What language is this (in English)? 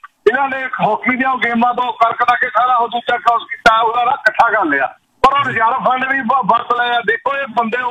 Punjabi